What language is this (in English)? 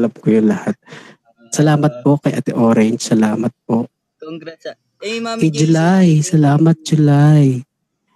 Filipino